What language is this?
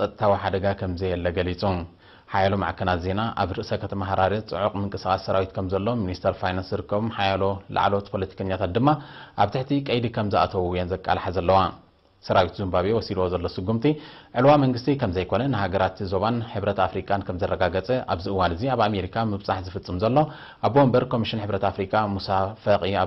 Tigrinya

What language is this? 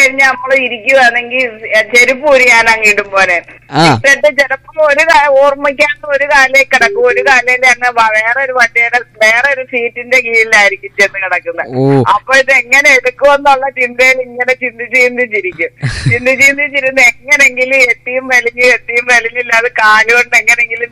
Malayalam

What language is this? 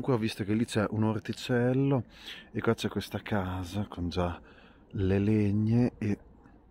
Italian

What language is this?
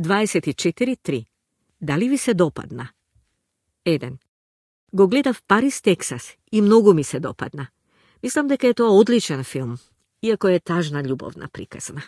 Macedonian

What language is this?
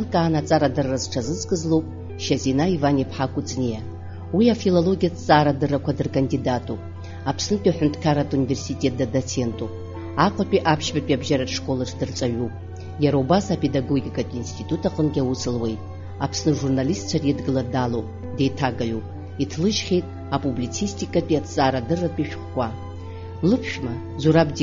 Abkhazian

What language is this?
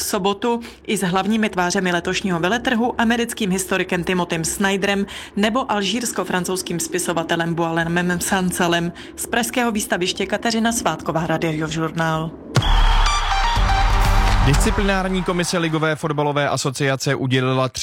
Czech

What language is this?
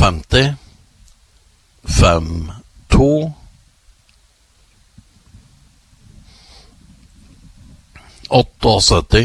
Norwegian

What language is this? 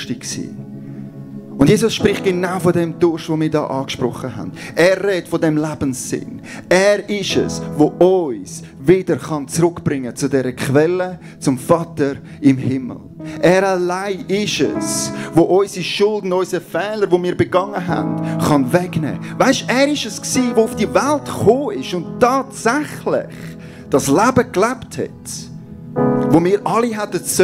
Swiss German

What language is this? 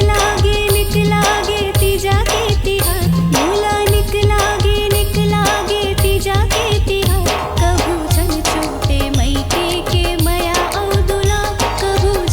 Chhattisgarhi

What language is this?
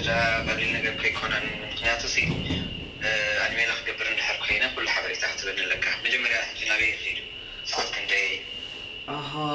Tigrinya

